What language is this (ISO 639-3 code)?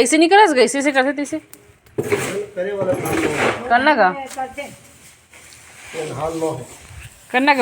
hne